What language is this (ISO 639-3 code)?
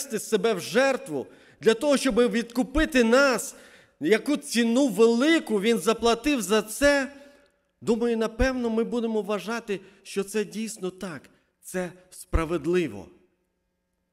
ukr